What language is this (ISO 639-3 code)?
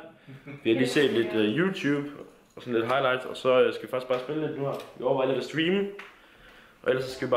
dan